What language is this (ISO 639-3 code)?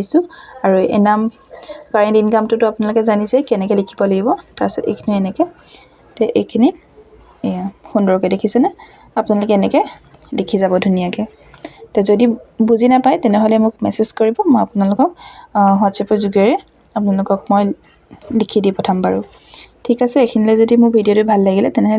asm